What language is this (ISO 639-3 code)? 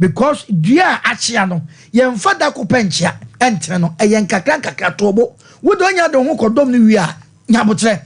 aka